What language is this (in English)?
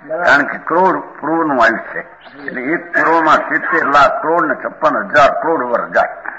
Gujarati